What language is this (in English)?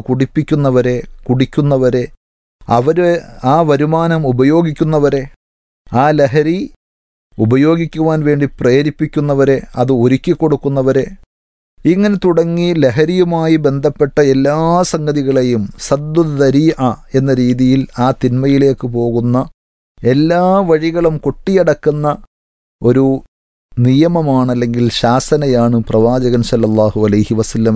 Malayalam